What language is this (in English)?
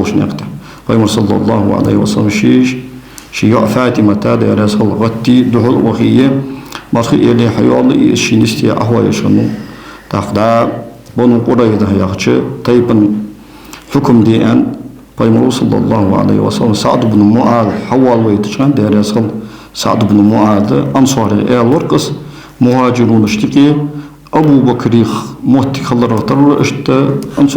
Ingush